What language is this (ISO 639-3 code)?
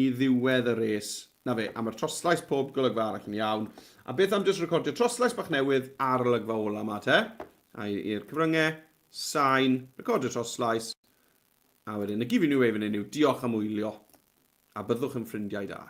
cym